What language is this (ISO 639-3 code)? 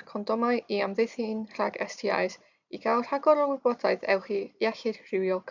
cym